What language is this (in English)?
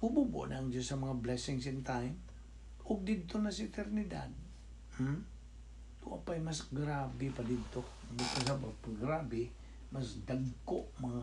Cebuano